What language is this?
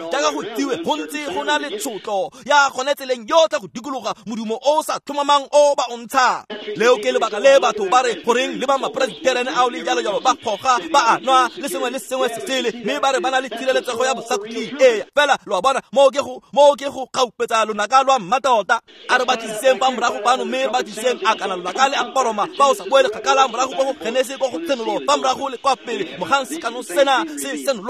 Tswana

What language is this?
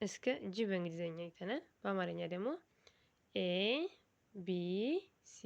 Amharic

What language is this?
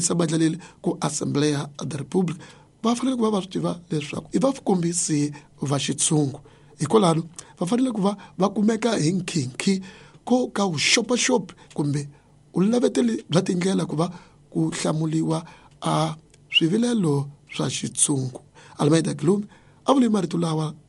Tsonga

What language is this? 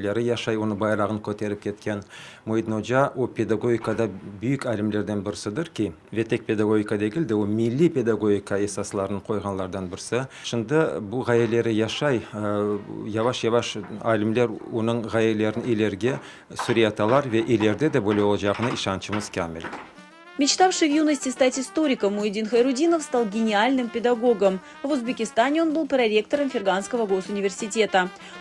Crimean Tatar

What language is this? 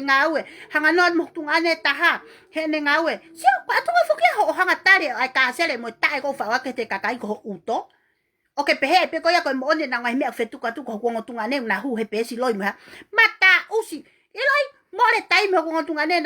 Tongan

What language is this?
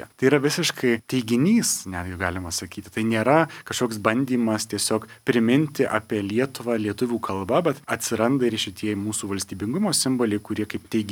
Lithuanian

